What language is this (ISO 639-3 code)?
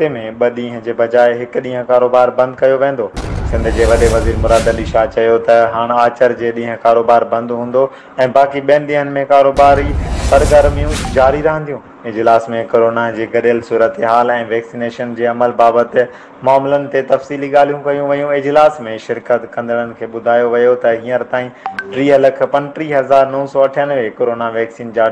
snd